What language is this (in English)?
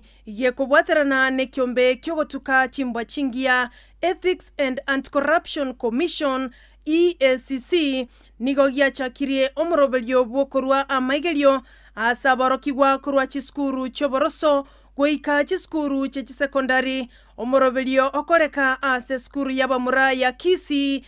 Gusii